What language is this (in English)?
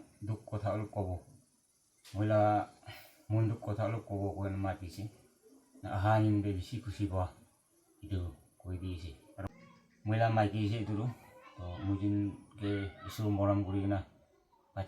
Naga Pidgin